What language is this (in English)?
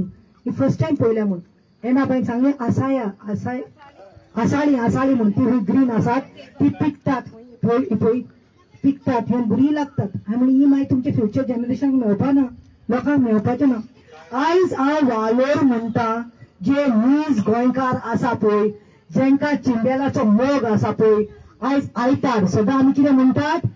Konkani